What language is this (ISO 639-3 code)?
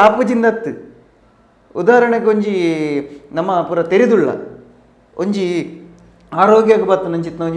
tcy